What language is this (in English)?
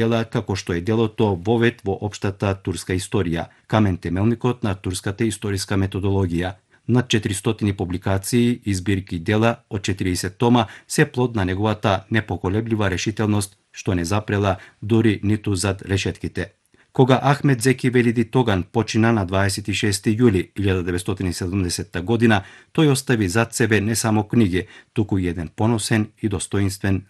Macedonian